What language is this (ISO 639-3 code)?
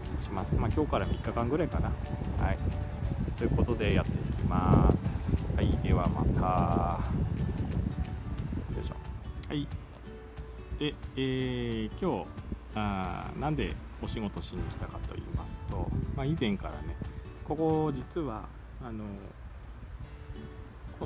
jpn